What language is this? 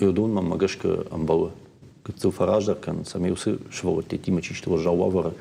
Ossetic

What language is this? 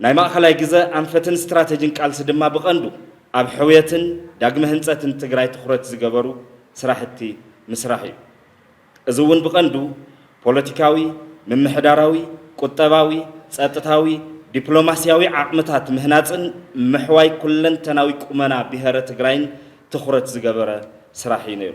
Tigrinya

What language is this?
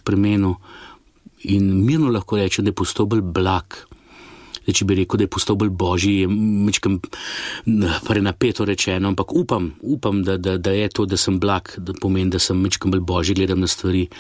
Slovenian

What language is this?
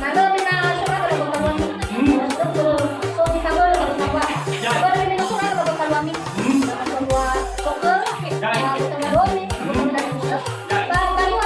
Nias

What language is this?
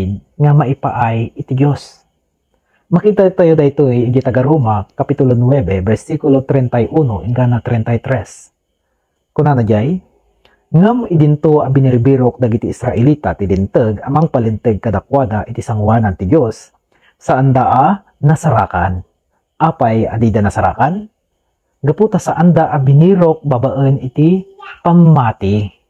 Iloko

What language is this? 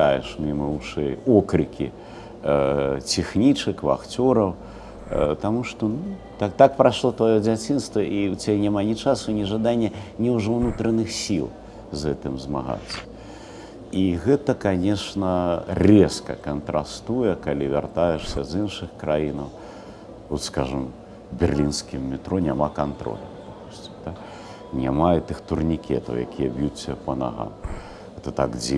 Belarusian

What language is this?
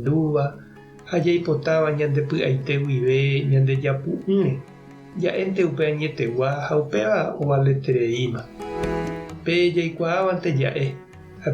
Guarani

